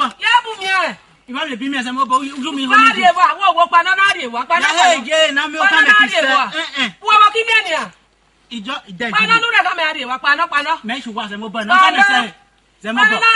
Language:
Esan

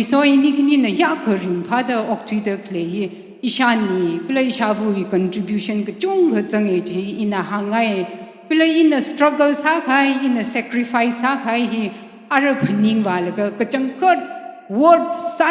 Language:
Tangkhul Naga (India)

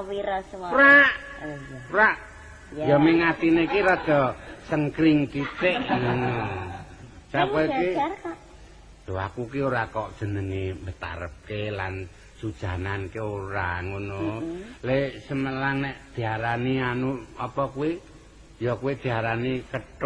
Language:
Javanese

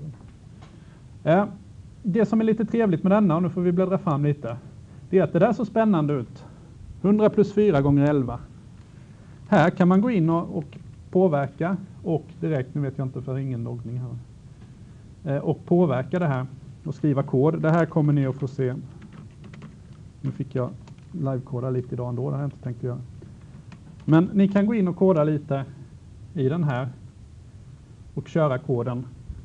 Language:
Swedish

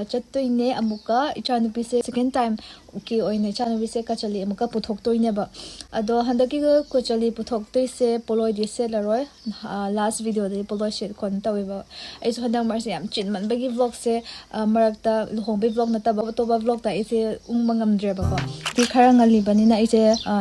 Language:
Manipuri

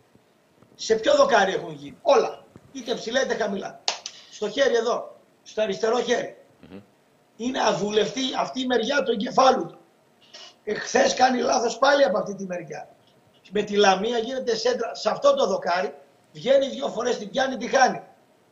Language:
Greek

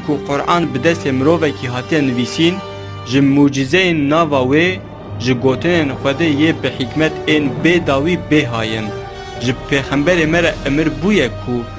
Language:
Kurdish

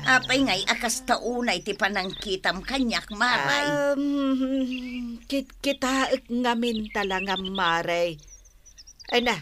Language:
Iloko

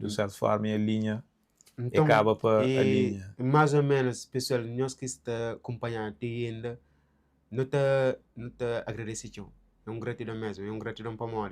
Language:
Kabuverdianu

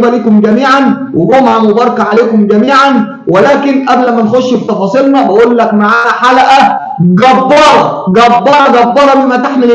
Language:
Egyptian Arabic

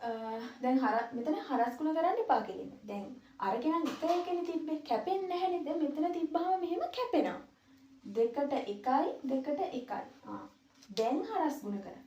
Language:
Sinhala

